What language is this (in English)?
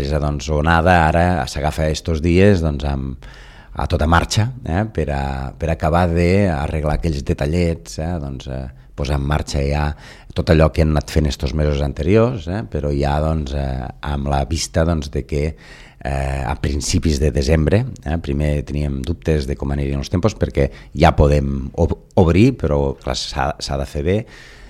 Catalan